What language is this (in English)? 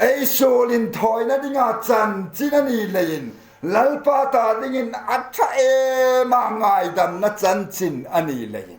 Hmar